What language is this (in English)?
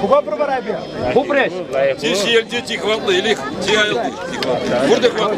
Chuvash